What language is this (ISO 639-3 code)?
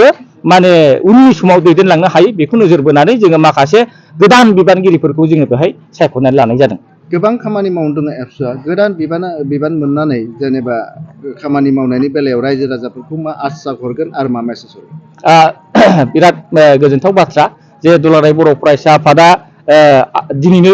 brx